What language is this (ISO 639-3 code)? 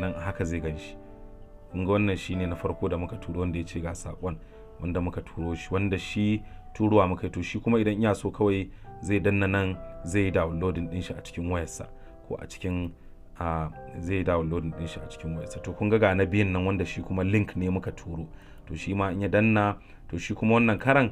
hau